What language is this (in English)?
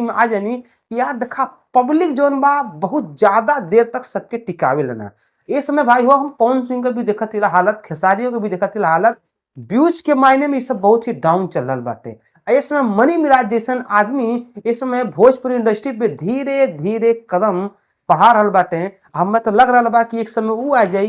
Bhojpuri